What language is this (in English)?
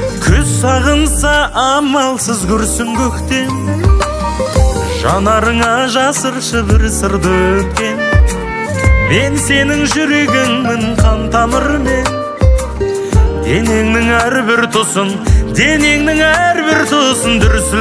Kazakh